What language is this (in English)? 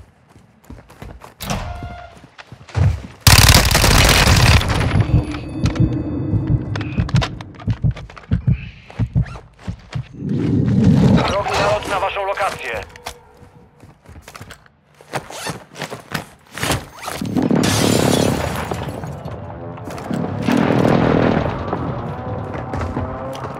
Polish